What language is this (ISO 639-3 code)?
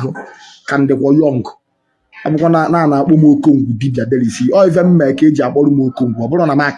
ibo